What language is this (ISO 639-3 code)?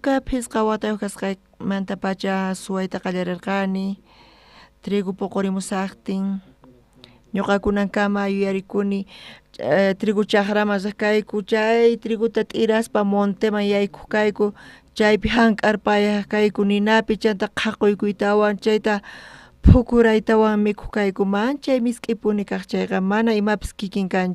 quh